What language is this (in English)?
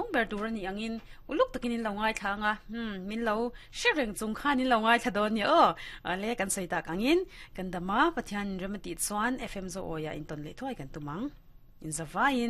Mizo